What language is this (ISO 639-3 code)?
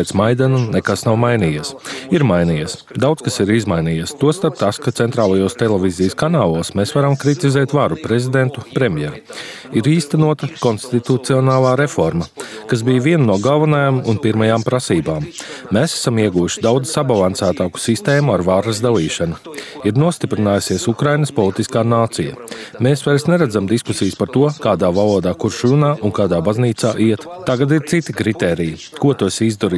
lav